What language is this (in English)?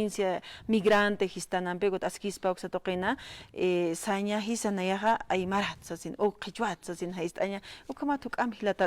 Aymara